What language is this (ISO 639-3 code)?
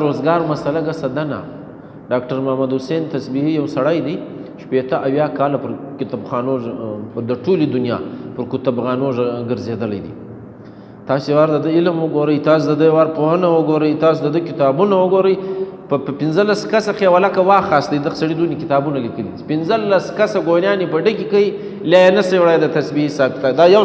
pus